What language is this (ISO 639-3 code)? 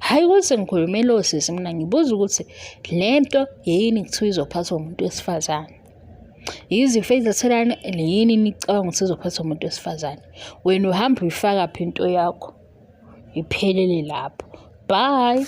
zul